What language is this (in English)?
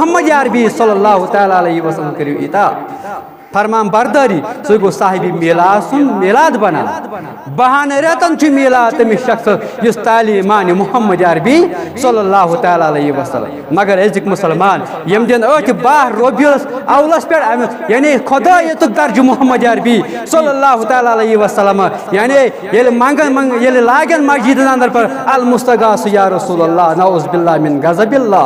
Kashmiri